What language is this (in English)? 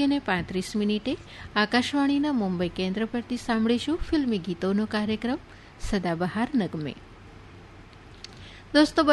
Gujarati